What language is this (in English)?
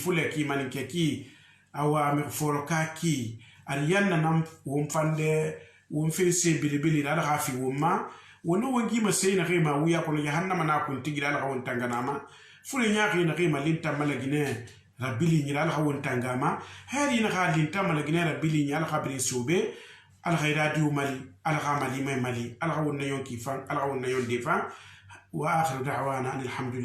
Susu